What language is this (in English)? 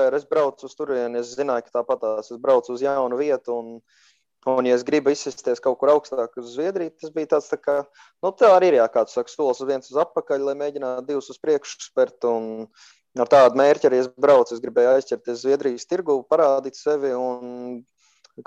Latvian